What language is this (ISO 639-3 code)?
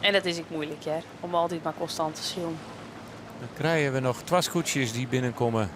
fry